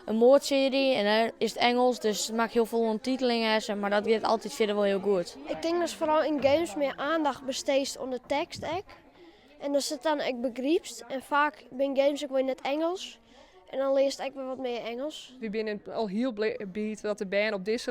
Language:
Western Frisian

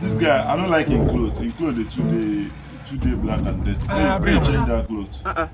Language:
Nigerian Pidgin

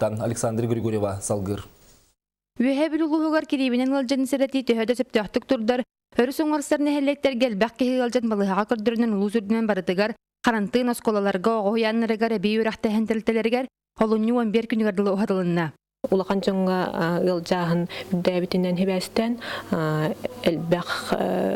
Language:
Yakut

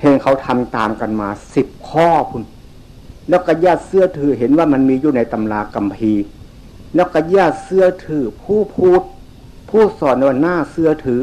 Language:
Northeastern Thai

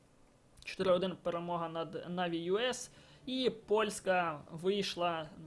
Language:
Ukrainian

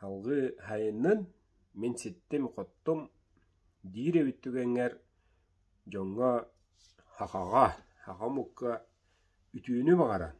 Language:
Yakut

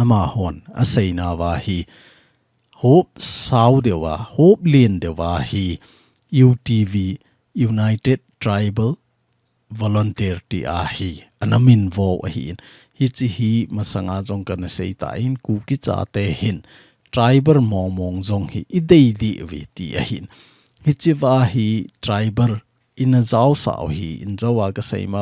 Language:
Thado Chin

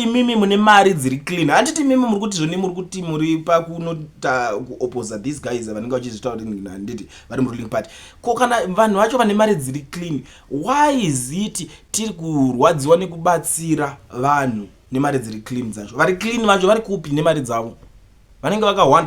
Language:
Shona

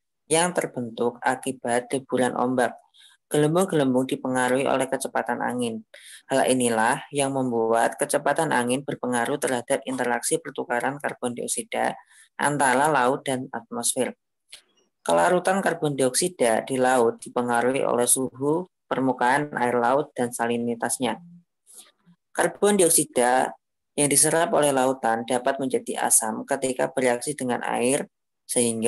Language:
Indonesian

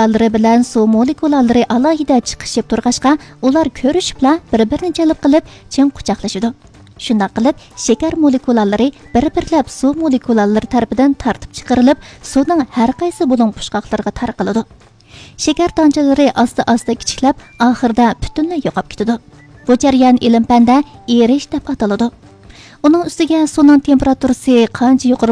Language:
Uyghur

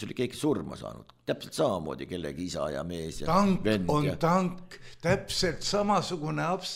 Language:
Estonian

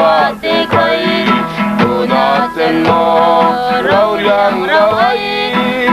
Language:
Falam Chin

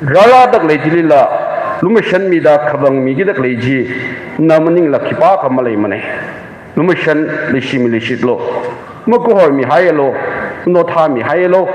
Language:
Tangkhul Naga (India)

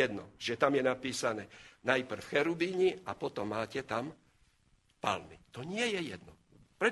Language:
Slovak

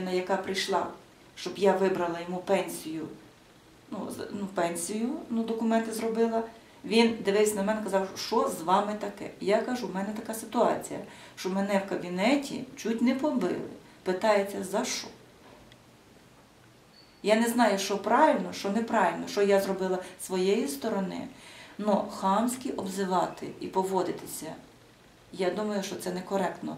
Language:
Ukrainian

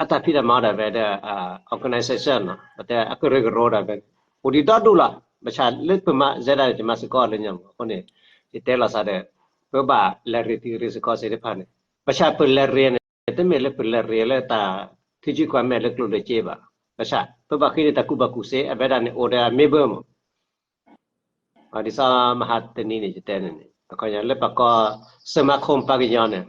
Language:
S'gaw Karen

